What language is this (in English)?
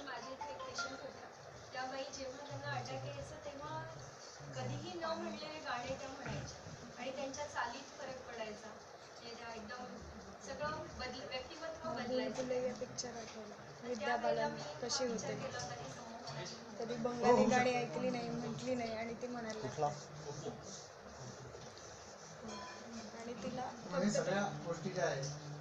Marathi